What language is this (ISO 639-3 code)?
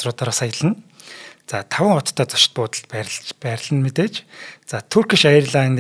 mon